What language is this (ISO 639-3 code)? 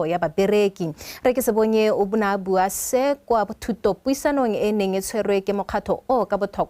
tsn